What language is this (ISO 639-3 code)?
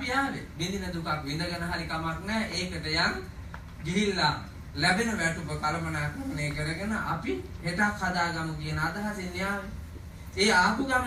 sin